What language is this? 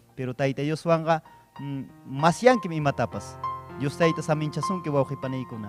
Ayacucho Quechua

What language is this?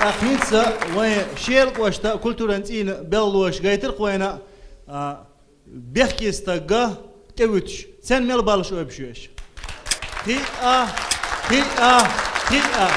Chechen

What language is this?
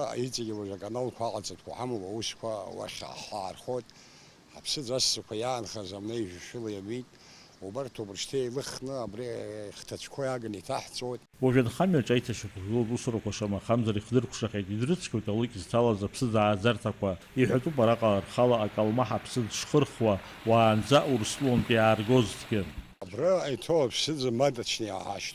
Abkhazian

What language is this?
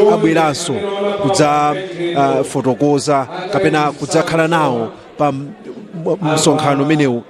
Nyanja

